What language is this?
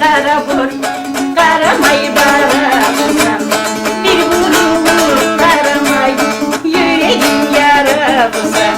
Kumyk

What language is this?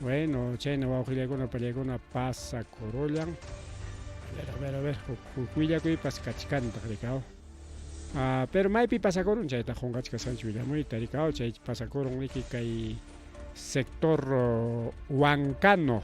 Ayacucho Quechua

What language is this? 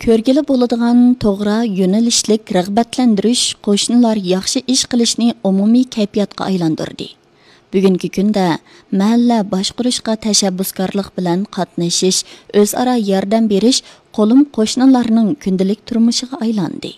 Uyghur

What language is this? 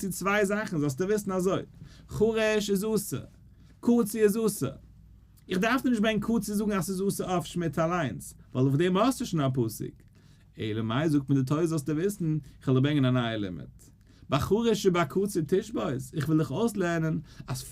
Yiddish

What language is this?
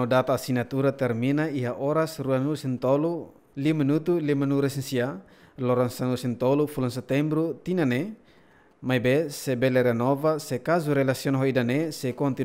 Tetum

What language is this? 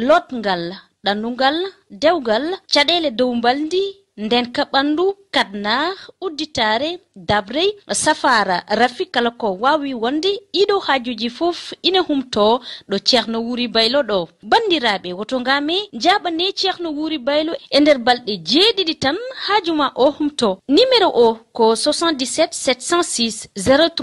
Fula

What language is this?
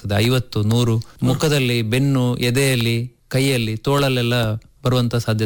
Kannada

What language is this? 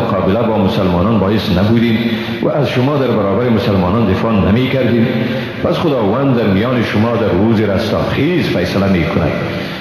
Persian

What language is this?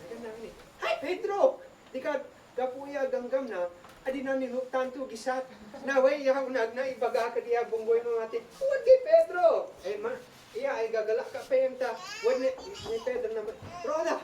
Isnag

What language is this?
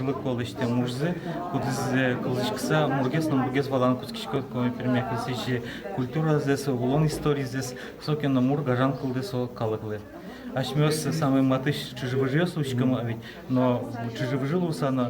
Udmurt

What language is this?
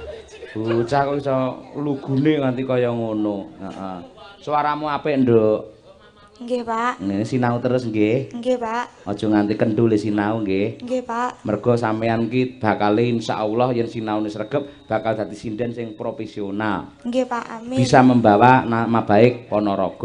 Javanese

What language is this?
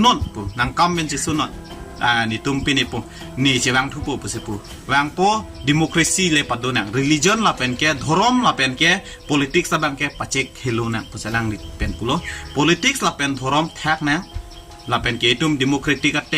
Karbi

